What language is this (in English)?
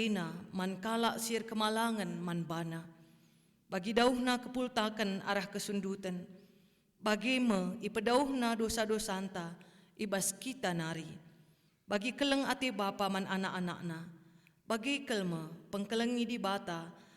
Batak Karo